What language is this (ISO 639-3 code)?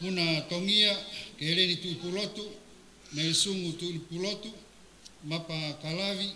ton